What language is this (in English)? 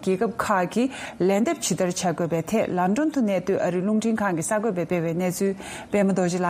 Tibetan